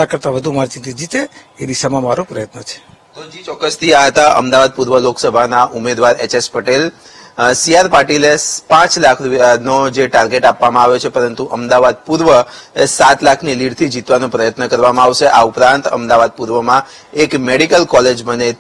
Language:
Gujarati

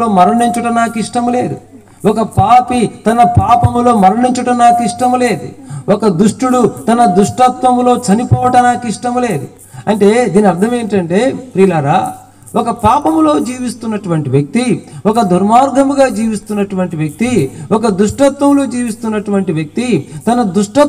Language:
Telugu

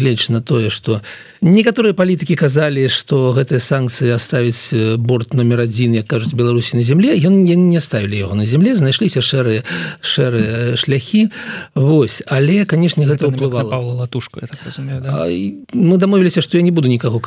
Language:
Belarusian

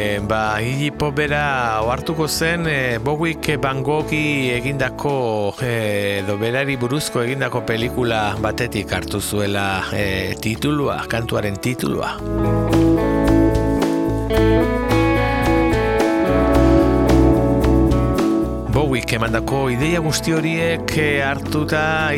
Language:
Basque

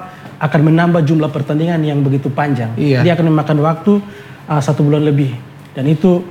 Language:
Indonesian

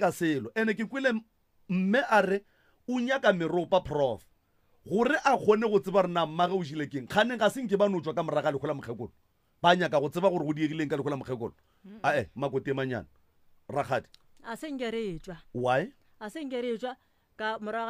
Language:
Northern Sotho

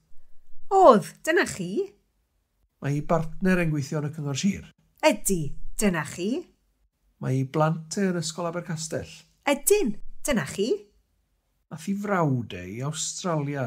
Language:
Welsh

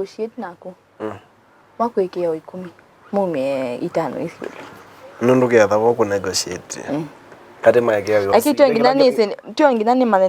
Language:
Kamba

